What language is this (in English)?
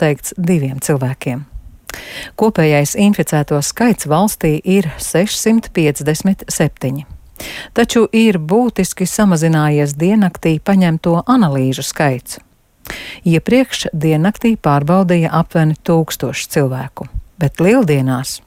Latvian